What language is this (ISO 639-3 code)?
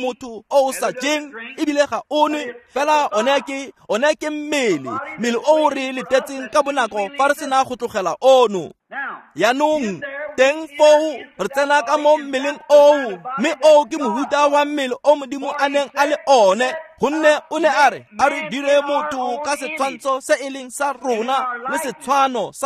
tsn